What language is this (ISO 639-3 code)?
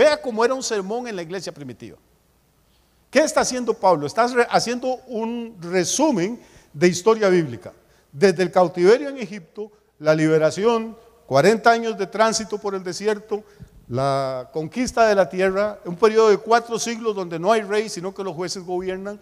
spa